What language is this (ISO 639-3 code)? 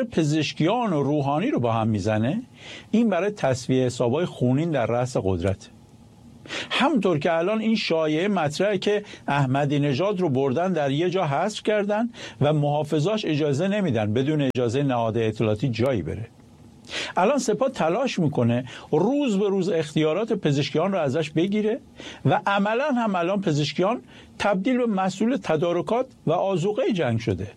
fas